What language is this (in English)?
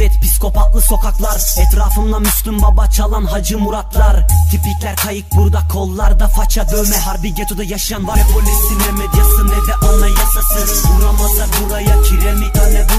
Turkish